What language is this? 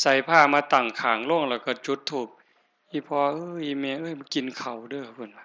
Northeastern Thai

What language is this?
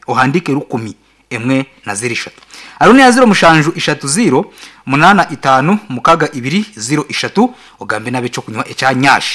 Nyankole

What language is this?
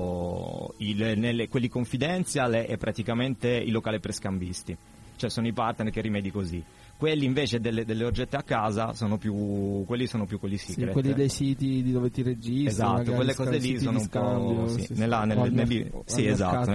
Italian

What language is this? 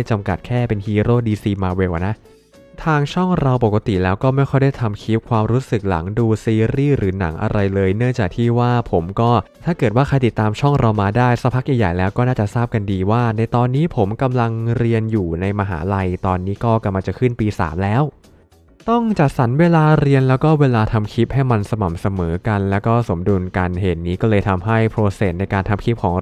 Thai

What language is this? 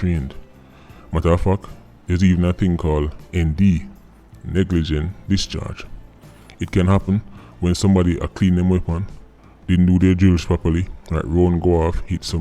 Jamaican Creole English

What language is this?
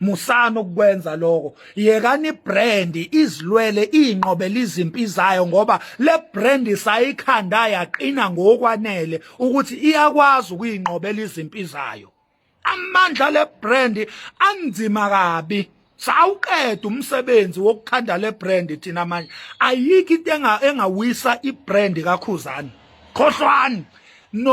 Zulu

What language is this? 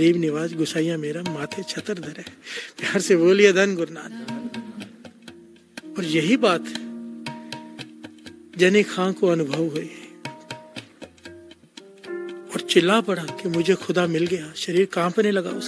Hindi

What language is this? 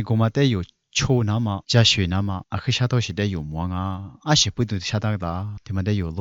Lisu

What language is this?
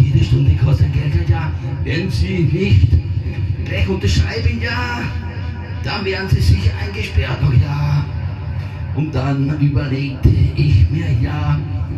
German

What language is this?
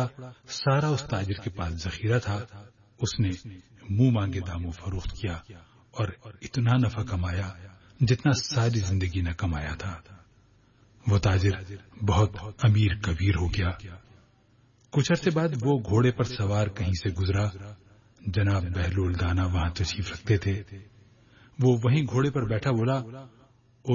Urdu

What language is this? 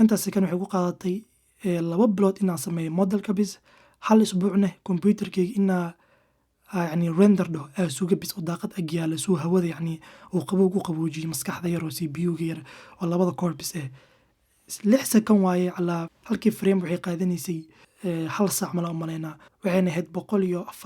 Somali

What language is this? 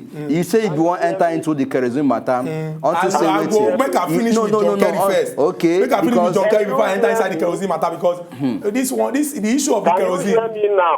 Nigerian Pidgin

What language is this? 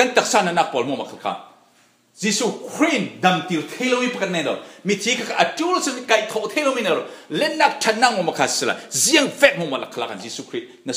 Falam Chin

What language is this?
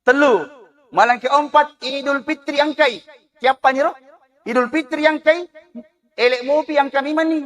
Buginese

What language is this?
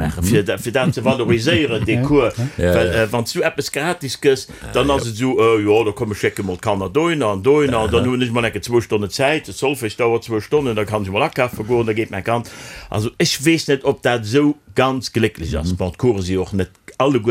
Luxembourgish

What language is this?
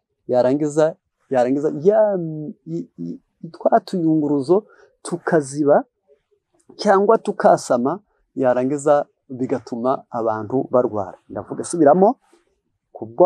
Kinyarwanda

